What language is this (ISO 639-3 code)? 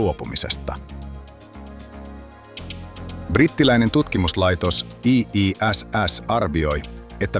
fin